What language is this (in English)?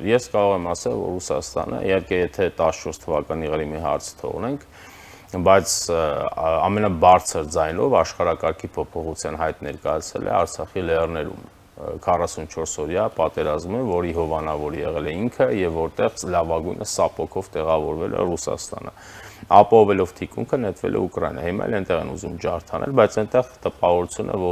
Armenian